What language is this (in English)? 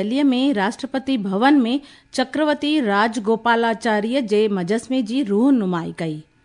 Sindhi